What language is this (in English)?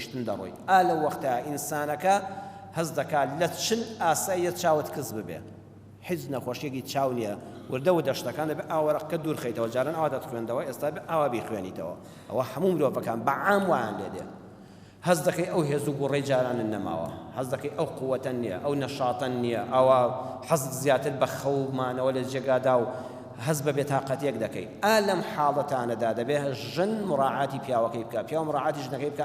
Central Kurdish